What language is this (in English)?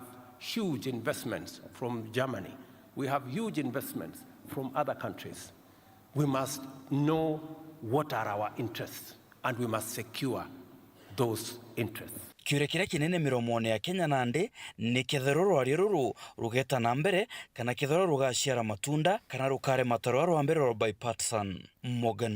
Meru